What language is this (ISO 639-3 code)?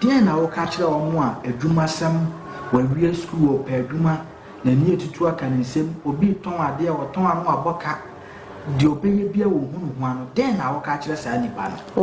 aka